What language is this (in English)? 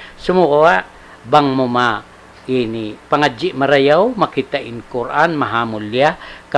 Tausug